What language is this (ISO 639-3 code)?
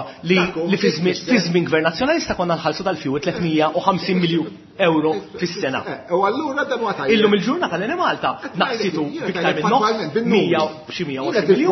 mlt